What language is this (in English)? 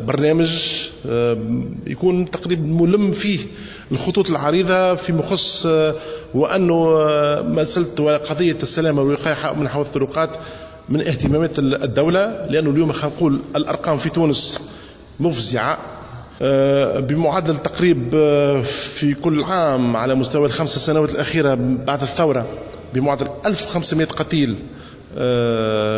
Tunisian Arabic